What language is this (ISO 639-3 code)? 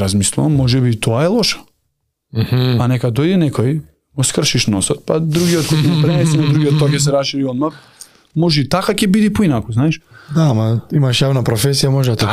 mkd